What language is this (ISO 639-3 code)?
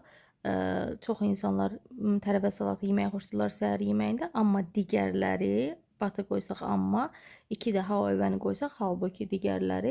aze